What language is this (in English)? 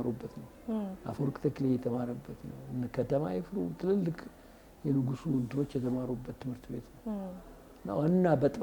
Amharic